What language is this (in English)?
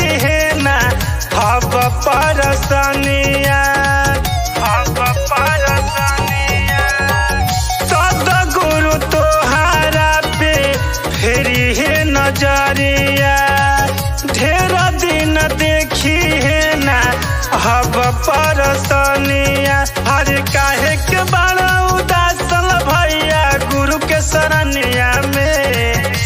Bhojpuri